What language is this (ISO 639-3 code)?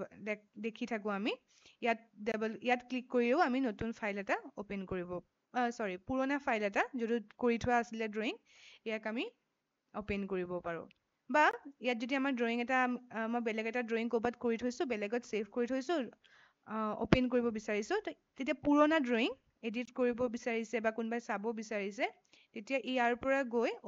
asm